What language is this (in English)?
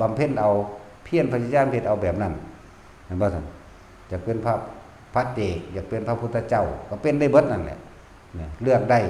Northeastern Thai